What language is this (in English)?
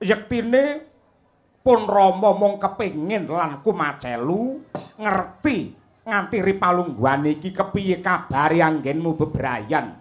Javanese